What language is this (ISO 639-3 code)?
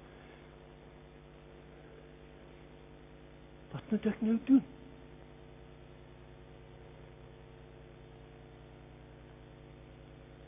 afr